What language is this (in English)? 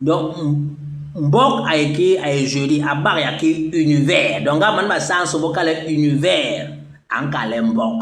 Basaa